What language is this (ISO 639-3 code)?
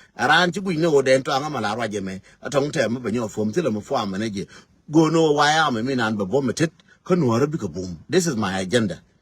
nus